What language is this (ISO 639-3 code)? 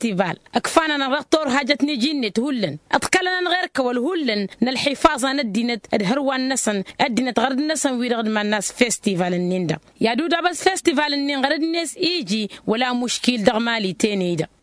taq